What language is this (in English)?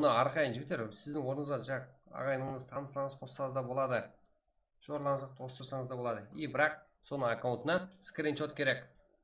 Kara-Kalpak